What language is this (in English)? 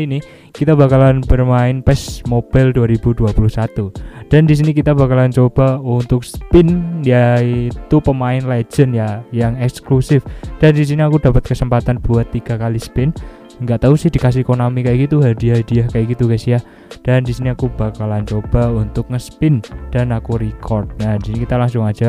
Indonesian